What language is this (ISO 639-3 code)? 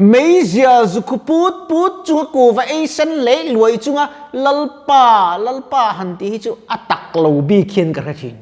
lus